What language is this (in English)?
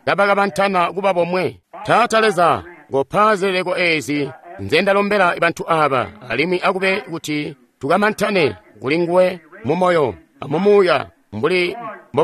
Tonga (Zambia)